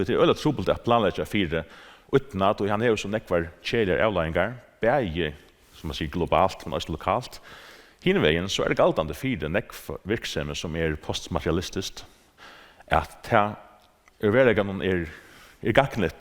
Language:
Faroese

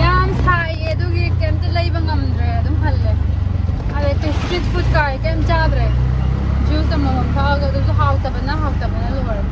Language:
Manipuri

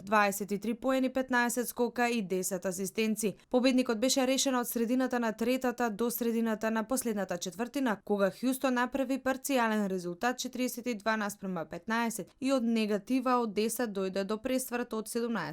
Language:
Macedonian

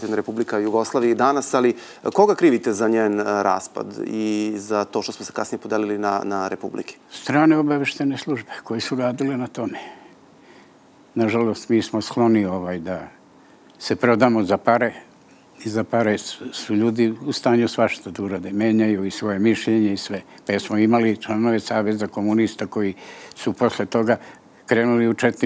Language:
Serbian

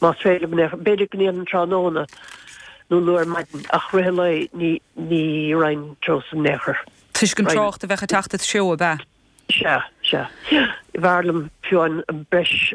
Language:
Irish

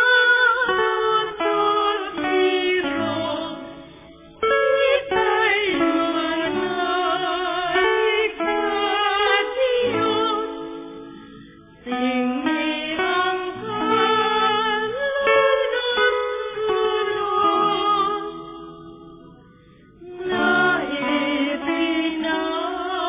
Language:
Filipino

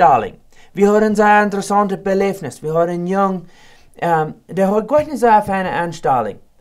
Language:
Plautdietsch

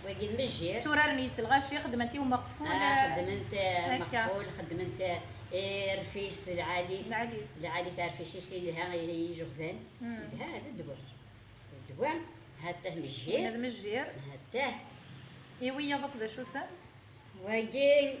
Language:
Kabyle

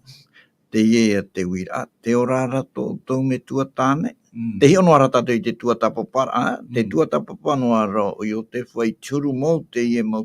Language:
Tahitian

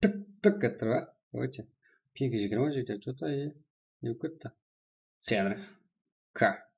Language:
Kara-Kalpak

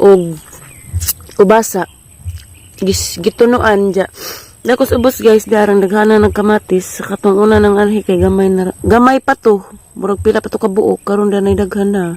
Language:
Cebuano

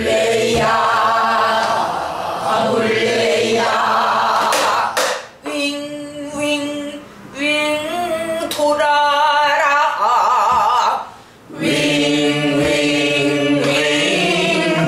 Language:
Korean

